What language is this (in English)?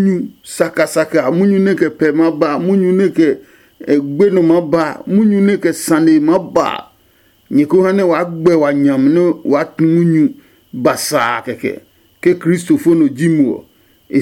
Adangme